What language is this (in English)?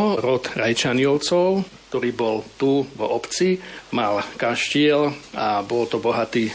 Slovak